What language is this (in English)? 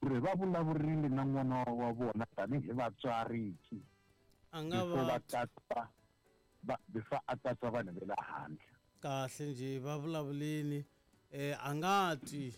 Tsonga